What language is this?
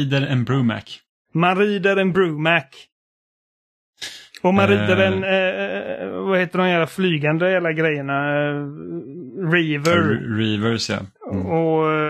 Swedish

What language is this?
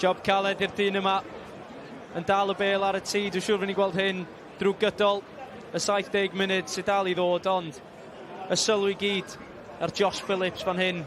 Welsh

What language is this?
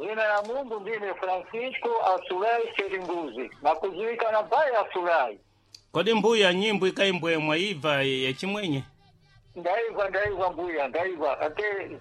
Sena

